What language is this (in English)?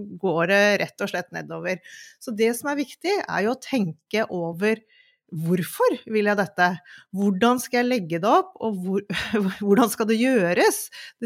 Norwegian